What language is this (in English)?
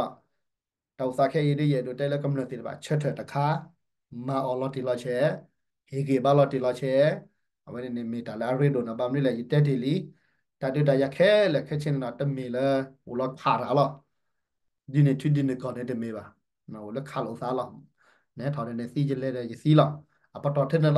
S'gaw Karen